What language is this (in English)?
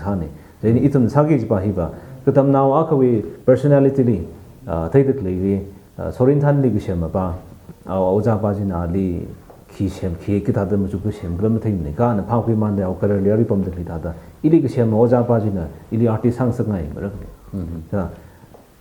Tangkhul Naga (India)